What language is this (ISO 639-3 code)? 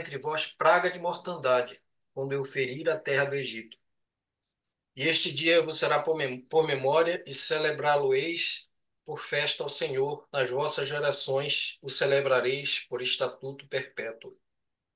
por